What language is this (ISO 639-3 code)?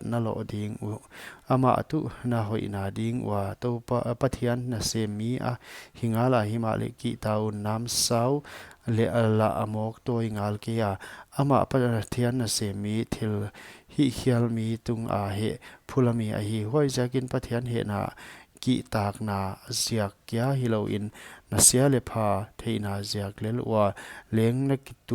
pck